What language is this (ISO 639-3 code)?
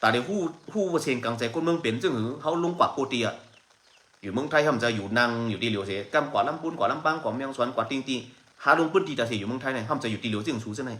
shn